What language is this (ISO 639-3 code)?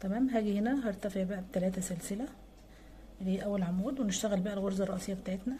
arz